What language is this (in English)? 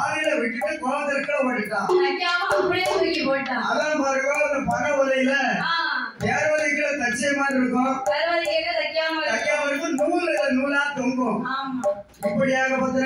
Tamil